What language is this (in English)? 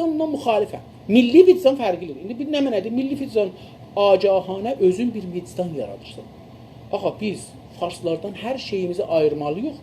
South Azerbaijani